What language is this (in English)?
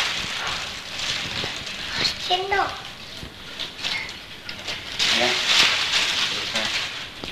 Indonesian